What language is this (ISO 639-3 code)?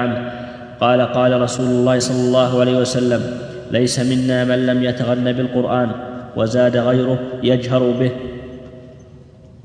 ara